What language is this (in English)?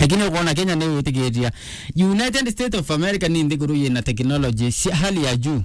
Meru